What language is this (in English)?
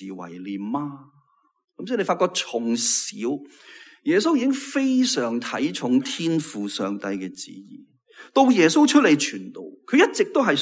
Cantonese